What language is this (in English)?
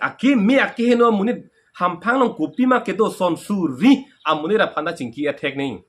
Karbi